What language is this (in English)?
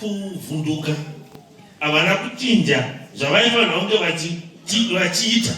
Shona